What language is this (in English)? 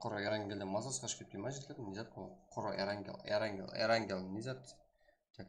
Kara-Kalpak